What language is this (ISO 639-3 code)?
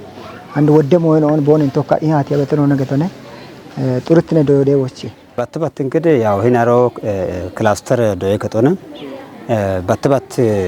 kbr